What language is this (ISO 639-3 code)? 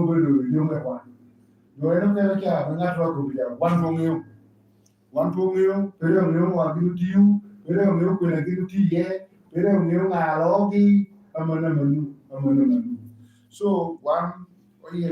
laj